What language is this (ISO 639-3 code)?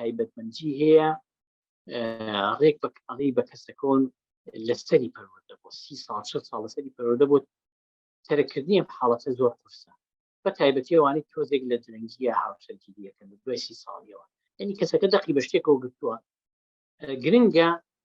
ckb